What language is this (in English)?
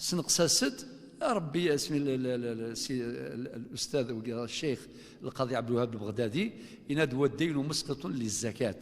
Kabyle